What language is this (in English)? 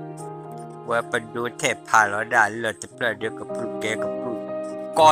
S'gaw Karen